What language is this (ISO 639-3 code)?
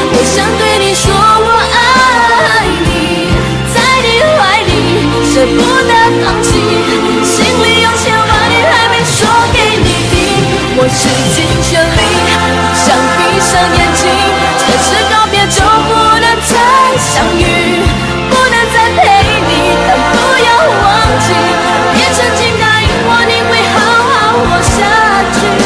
zho